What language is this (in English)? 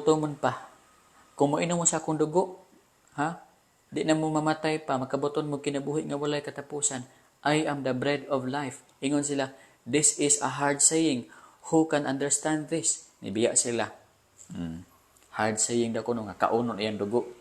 Cebuano